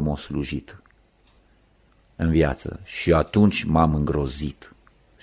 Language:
Romanian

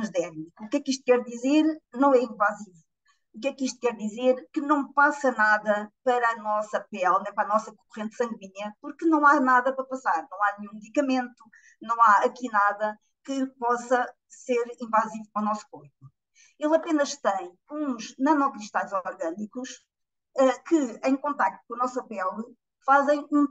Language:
Portuguese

